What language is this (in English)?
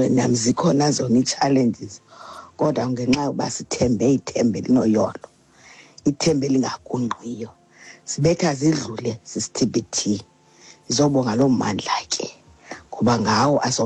Xhosa